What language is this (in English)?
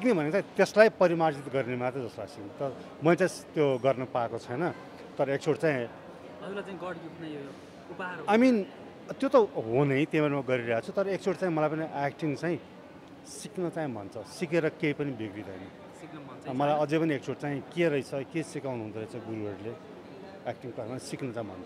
Nepali